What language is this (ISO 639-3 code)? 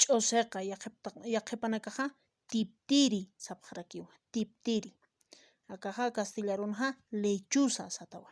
aym